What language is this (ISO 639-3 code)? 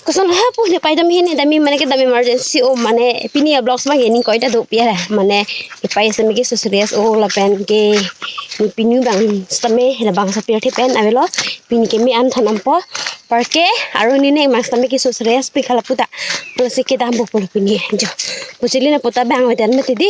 mjw